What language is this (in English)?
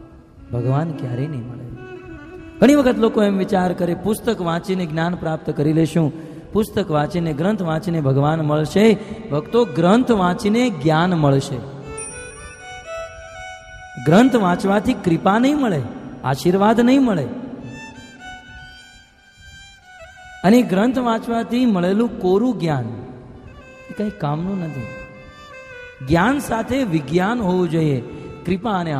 Gujarati